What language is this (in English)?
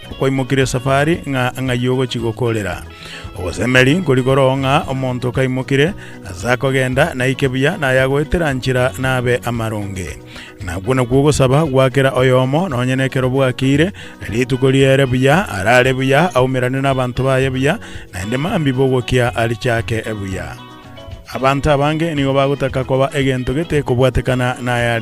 Gusii